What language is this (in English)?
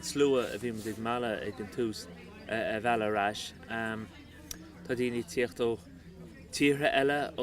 Irish